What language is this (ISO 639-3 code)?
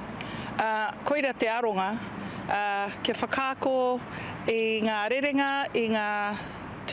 mri